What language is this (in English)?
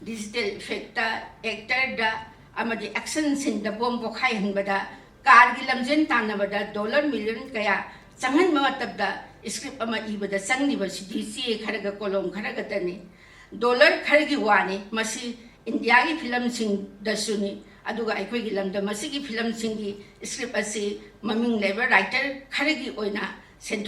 Manipuri